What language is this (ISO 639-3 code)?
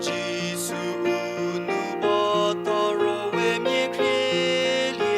njm